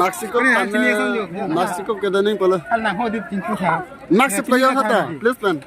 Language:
Karbi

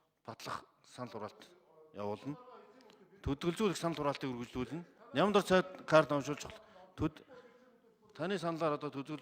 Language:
Mongolian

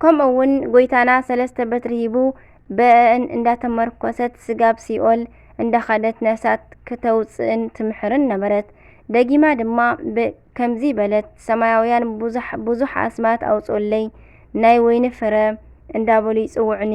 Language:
Tigrinya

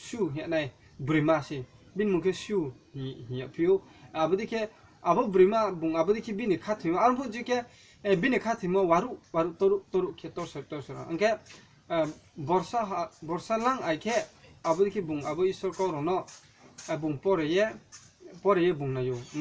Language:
Riang (India)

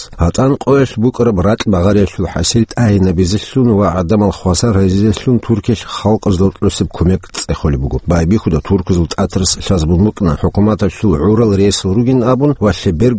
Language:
Avaric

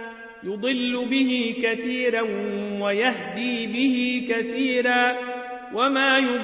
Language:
Arabic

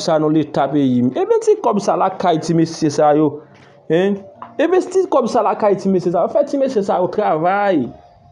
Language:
Haitian Creole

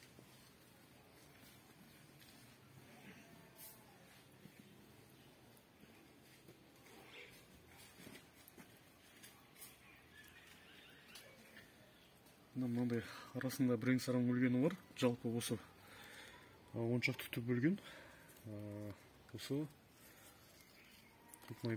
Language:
Kazakh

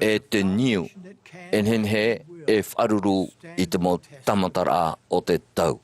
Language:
Tahitian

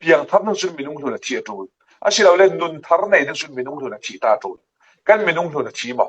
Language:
Falam Chin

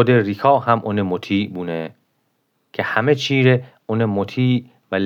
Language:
Gilaki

